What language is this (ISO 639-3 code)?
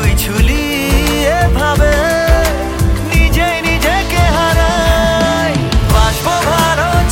ben